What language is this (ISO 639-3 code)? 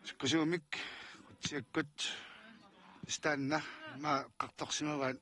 kal